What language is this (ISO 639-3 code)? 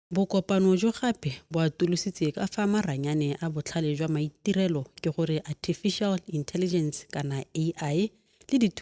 tsn